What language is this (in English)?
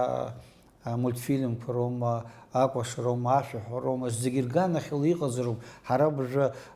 Abkhazian